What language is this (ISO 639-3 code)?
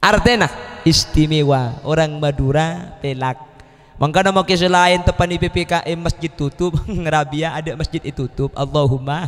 mad